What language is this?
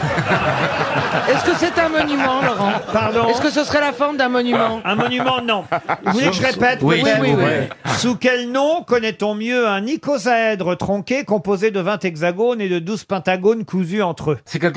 French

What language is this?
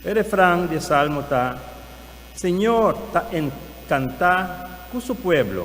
Papiamento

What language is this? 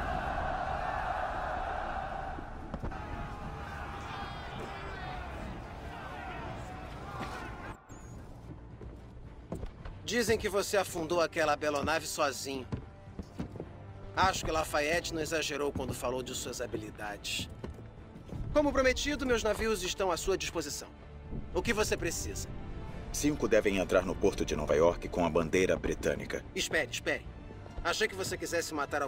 Portuguese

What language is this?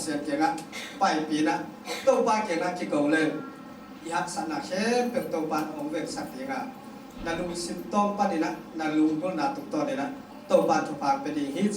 Tedim Chin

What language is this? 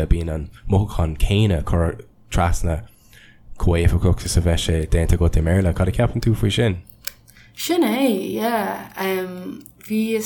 Irish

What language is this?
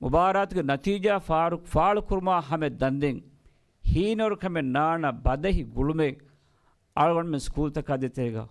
Divehi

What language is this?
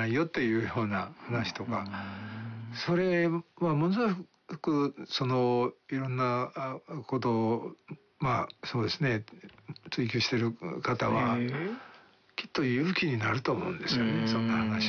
Japanese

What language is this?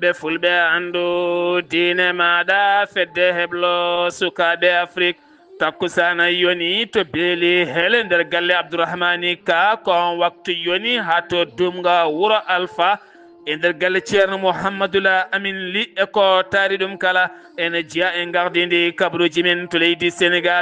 Fula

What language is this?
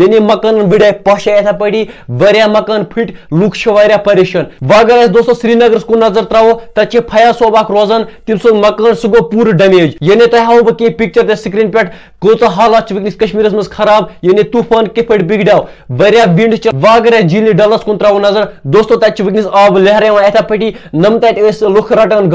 Kashmiri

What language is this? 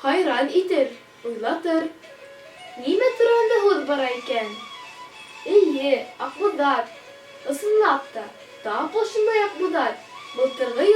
Bashkir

